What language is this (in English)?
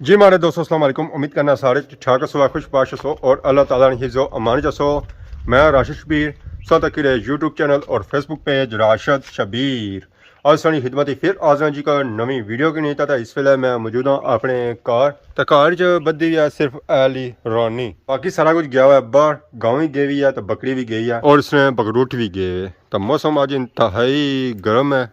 Pahari-Potwari